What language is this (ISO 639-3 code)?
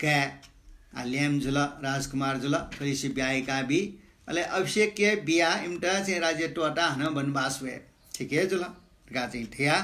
new